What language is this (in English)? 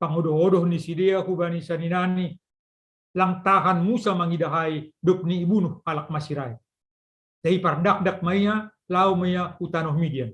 Batak Simalungun